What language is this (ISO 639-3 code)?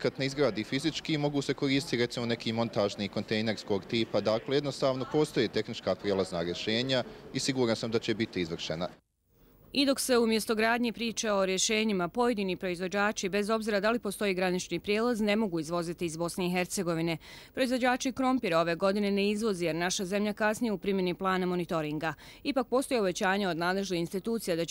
bos